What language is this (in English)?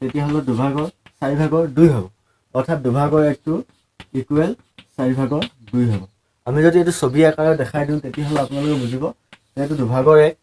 Assamese